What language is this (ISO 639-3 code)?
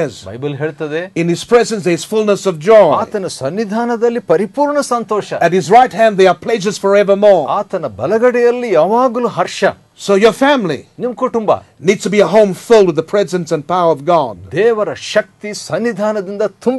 kan